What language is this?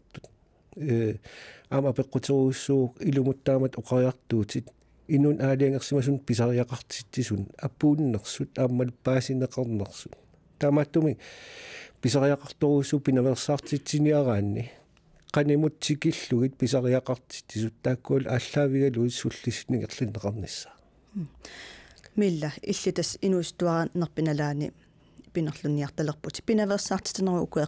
Kalaallisut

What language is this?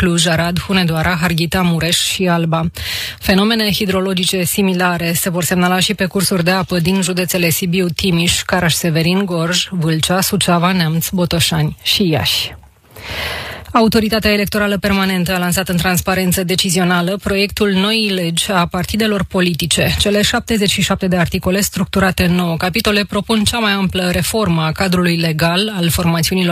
Romanian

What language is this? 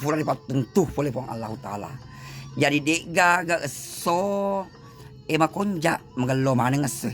Buginese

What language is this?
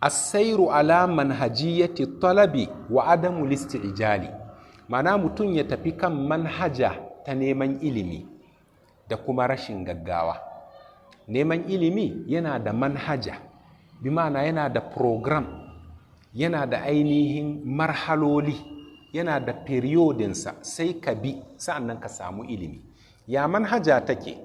Hausa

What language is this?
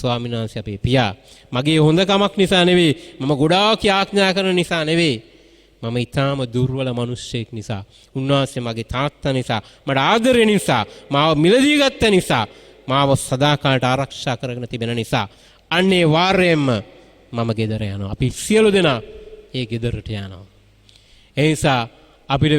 Sinhala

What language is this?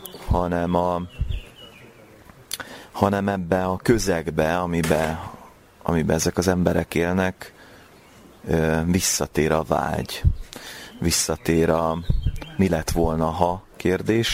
Hungarian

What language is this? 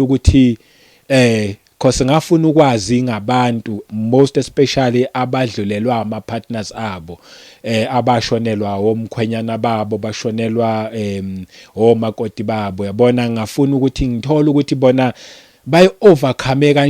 Zulu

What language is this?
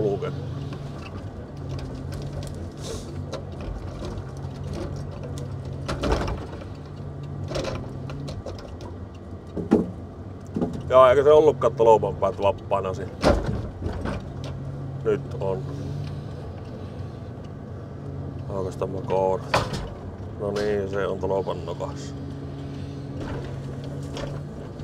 Finnish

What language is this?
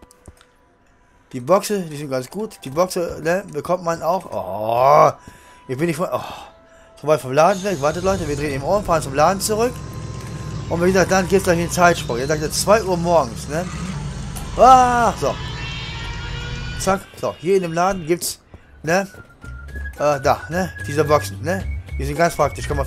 German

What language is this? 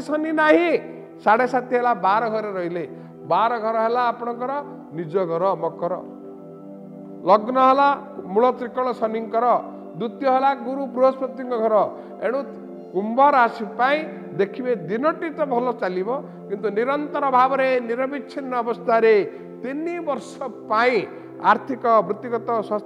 Odia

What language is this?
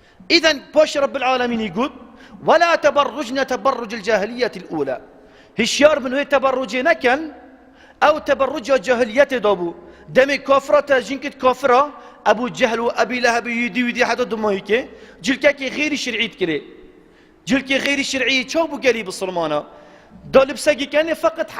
Kurdish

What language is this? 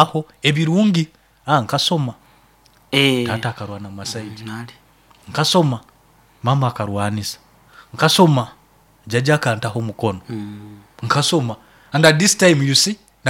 Nyoro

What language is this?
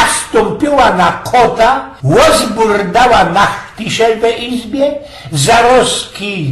Silesian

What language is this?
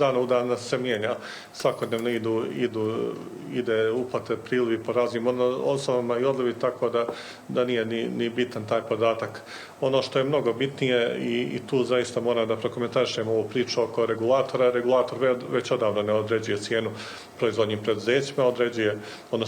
Bosnian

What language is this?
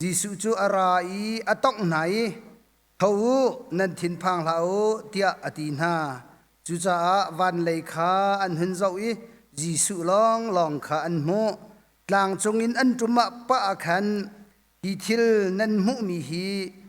Hakha Chin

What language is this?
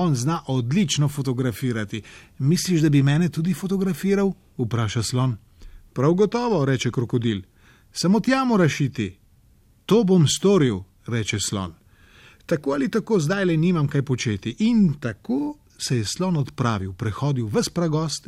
Slovenian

